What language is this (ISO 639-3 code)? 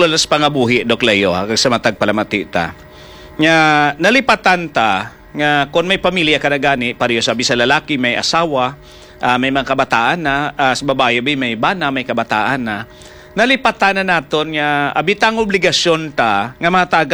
hil